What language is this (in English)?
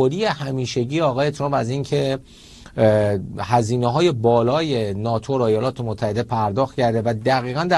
Persian